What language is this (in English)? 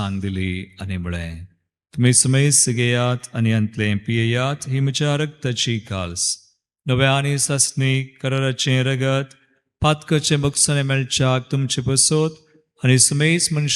Konkani